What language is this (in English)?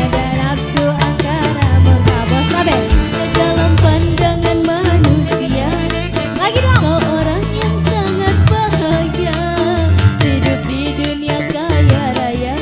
Indonesian